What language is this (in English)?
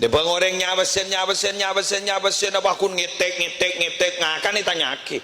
Madurese